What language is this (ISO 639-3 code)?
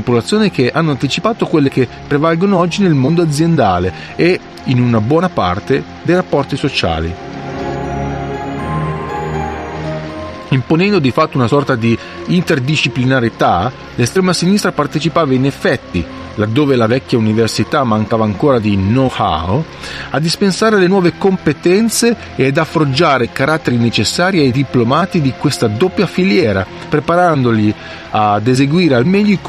ita